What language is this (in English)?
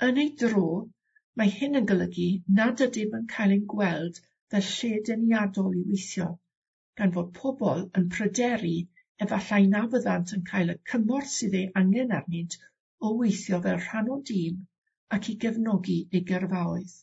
Welsh